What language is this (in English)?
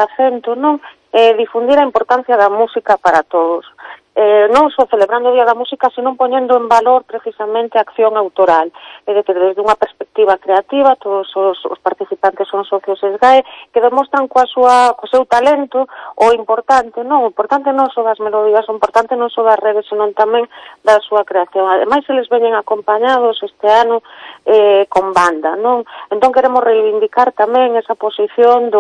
Galician